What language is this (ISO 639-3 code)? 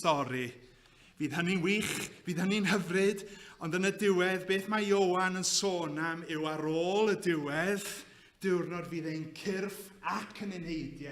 cym